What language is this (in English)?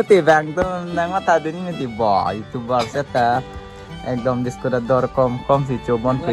Karbi